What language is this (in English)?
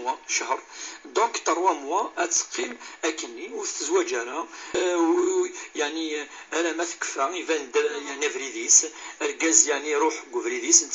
Kabyle